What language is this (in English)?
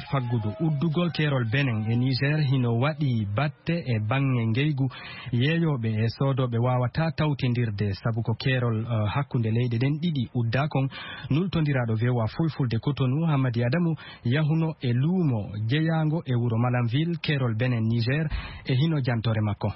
Fula